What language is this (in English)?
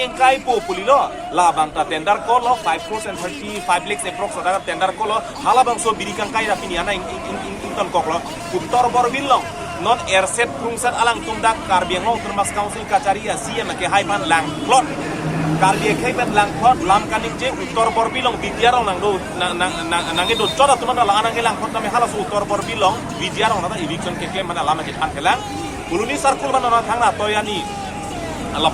Karbi